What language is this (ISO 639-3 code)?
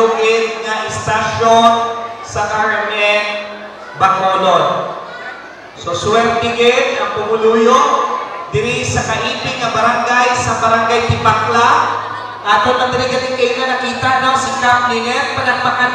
hil